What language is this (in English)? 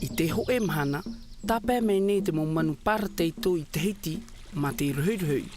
Tahitian